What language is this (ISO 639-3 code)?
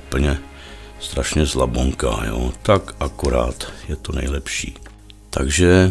ces